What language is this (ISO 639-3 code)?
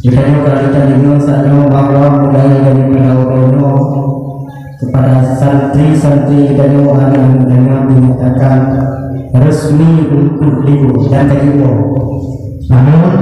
ace